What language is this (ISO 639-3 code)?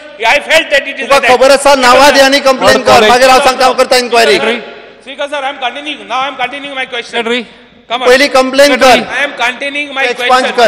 kok